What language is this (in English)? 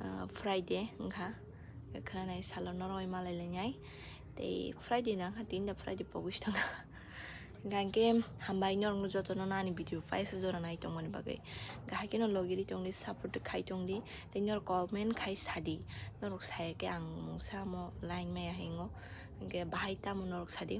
Kok Borok